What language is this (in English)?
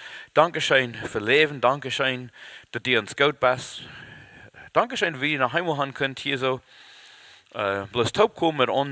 Plautdietsch